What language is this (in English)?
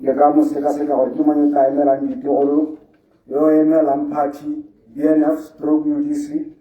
Tswana